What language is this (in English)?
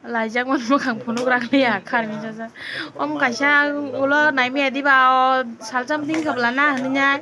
Kok Borok